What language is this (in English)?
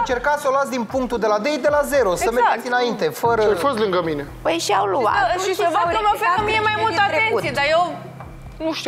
Romanian